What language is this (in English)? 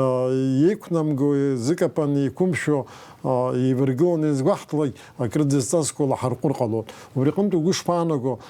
Abkhazian